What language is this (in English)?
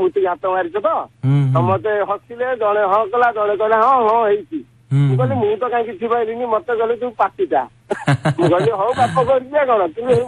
Odia